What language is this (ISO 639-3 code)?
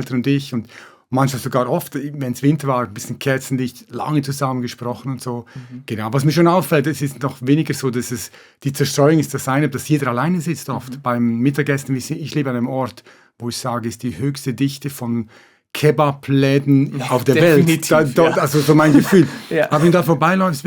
gsw